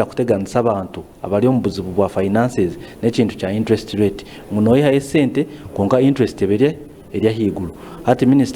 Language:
Nyankole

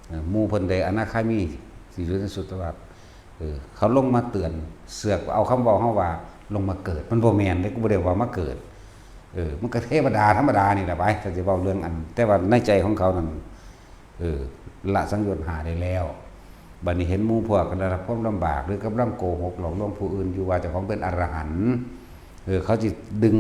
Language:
Northeastern Thai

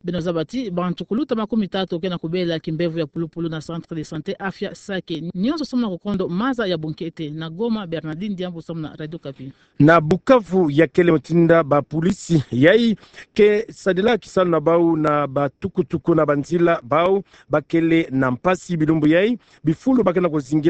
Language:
Kituba (Democratic Republic of Congo)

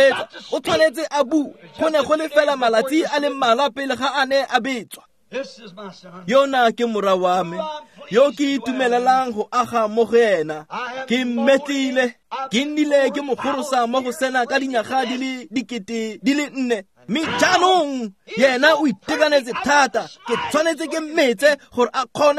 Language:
Tswana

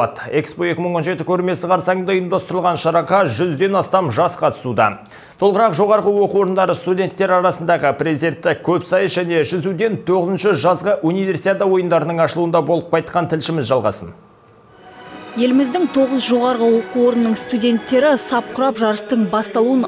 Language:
Kazakh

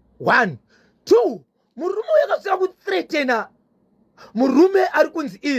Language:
Shona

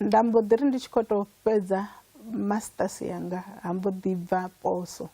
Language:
Venda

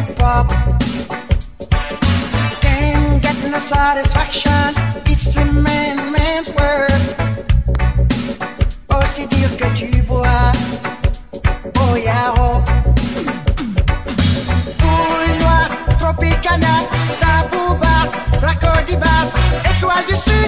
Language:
French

